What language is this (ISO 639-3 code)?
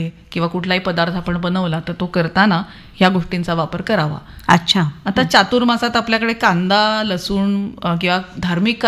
mar